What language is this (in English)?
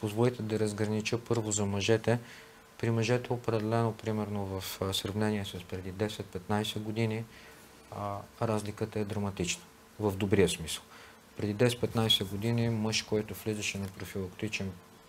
Bulgarian